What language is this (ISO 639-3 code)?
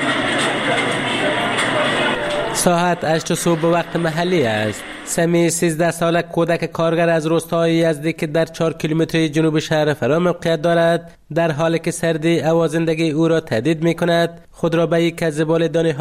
fas